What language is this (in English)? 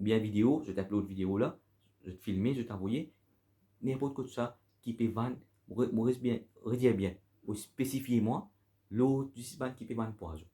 Morisyen